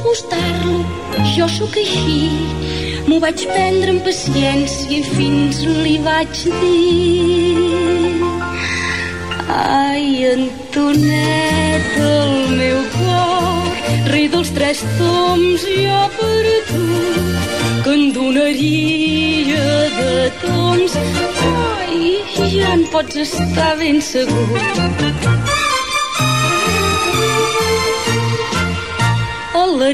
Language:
Catalan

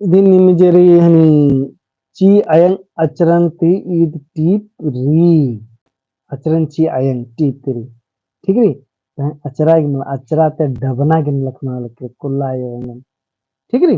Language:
Kurukh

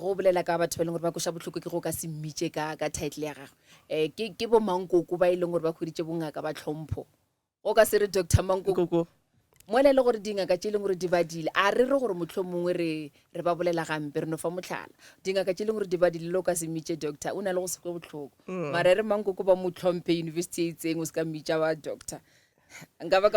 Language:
Northern Sotho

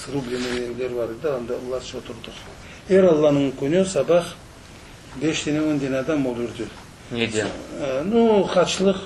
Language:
Crimean Tatar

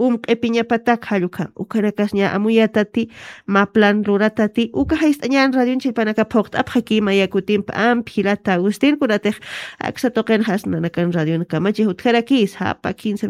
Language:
Aymara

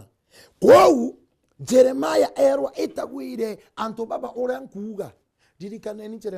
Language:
Meru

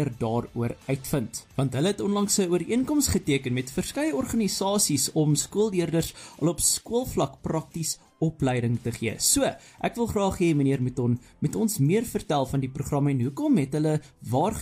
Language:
Afrikaans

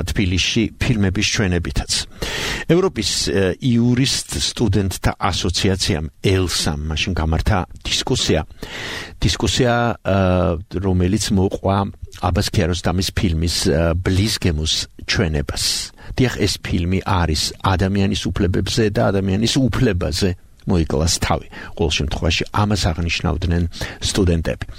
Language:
Georgian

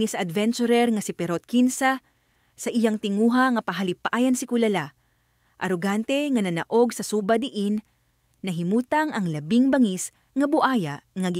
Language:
Cebuano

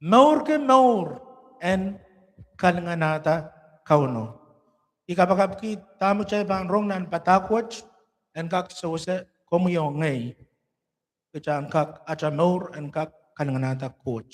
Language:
Pohnpeian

